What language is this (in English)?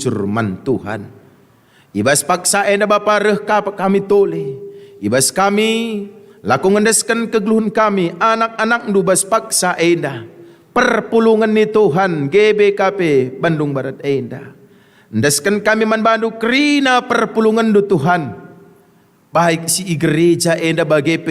Batak Karo